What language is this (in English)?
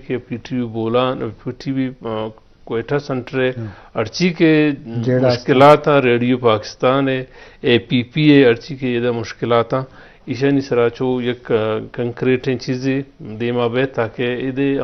Eastern Balochi